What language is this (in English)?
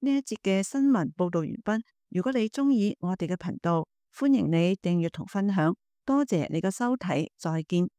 Cantonese